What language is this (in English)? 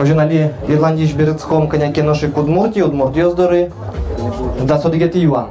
Udmurt